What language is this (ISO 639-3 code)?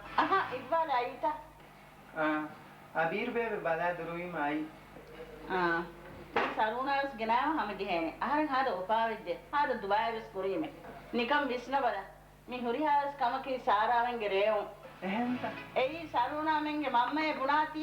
div